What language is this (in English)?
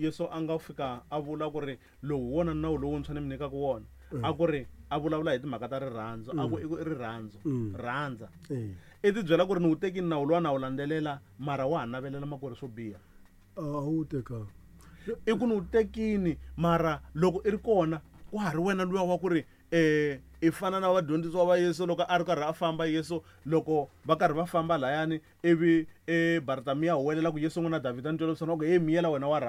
Tsonga